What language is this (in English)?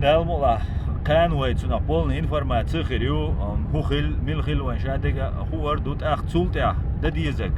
Chechen